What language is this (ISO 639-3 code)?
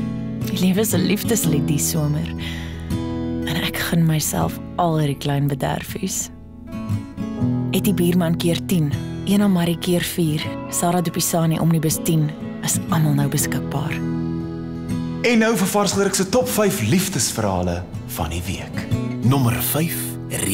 afr